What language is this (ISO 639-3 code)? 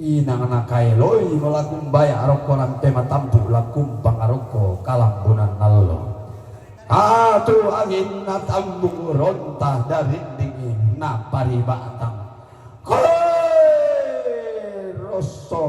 sda